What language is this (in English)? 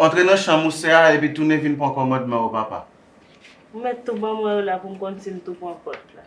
Haitian Creole